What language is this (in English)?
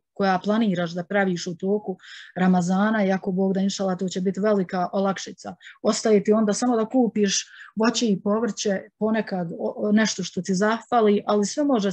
Bosnian